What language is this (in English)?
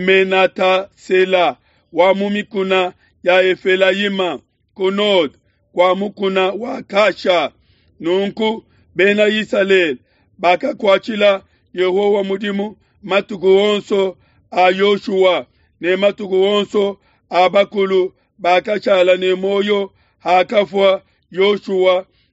Luba-Lulua